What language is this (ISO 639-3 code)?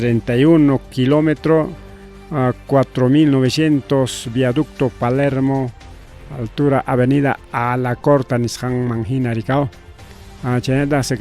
quy